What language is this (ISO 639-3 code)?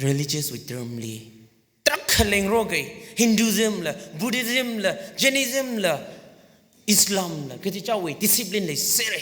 nmf